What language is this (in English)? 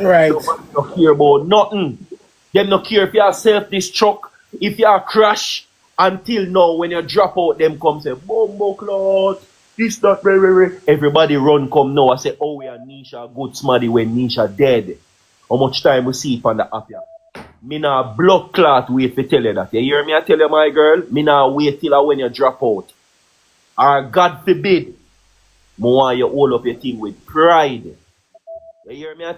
Jamaican Creole English